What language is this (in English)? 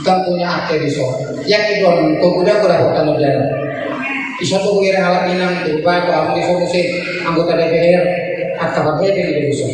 Batak Toba